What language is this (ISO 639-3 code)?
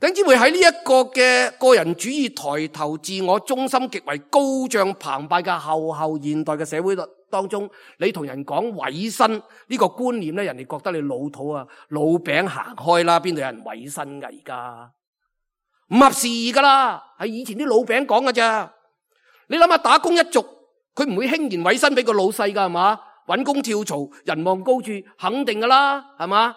yue